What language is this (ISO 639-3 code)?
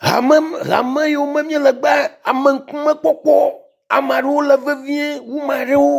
ewe